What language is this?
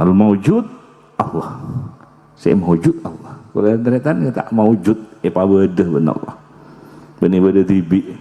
Madurese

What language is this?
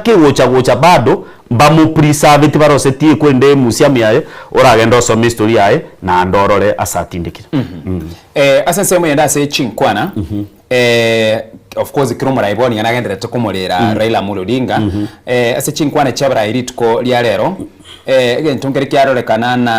Gusii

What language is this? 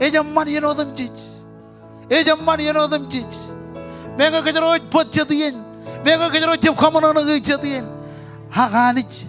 Marshallese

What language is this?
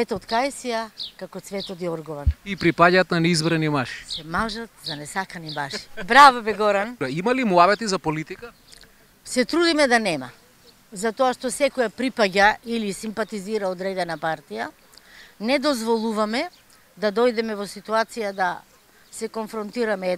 Macedonian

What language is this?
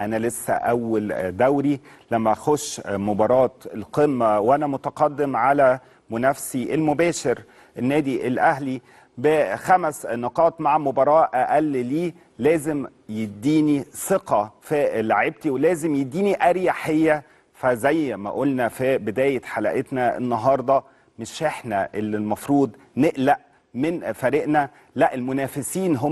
Egyptian Arabic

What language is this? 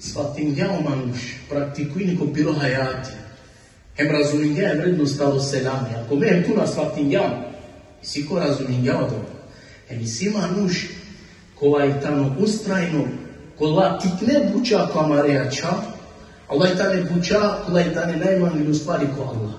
Balkan Romani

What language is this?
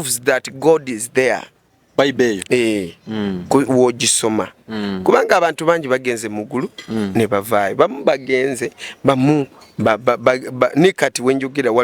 Ganda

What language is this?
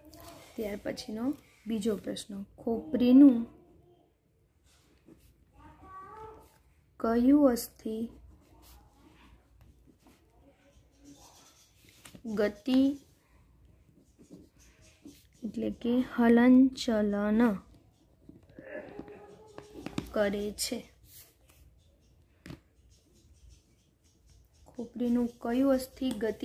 Gujarati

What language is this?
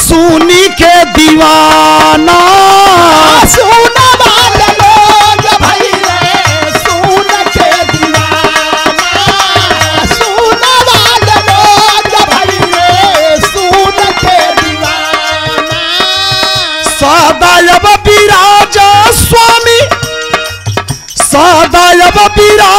Bhojpuri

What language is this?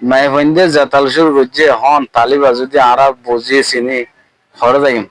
Rohingya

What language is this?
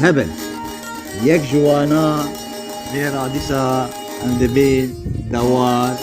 Kurdish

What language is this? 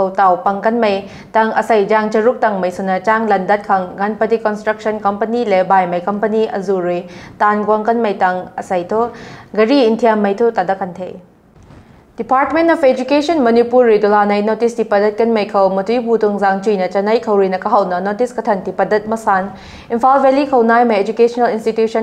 Rongmei Naga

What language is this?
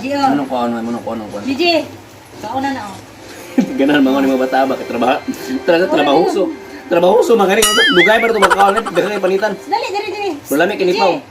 Cebuano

